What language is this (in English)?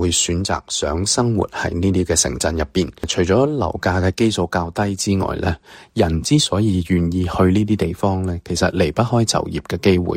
Cantonese